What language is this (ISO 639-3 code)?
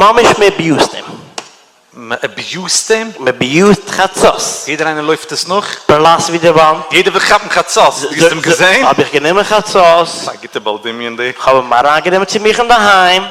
yid